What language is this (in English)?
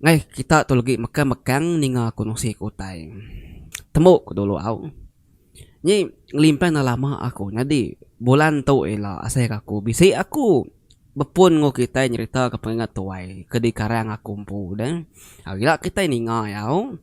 Iban